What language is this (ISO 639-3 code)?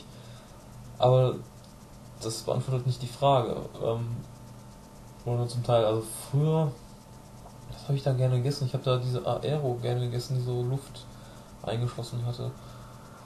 deu